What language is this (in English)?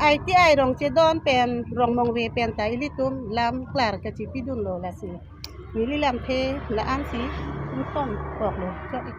Karbi